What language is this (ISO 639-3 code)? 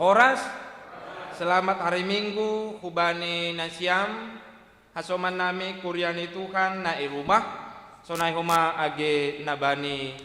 bts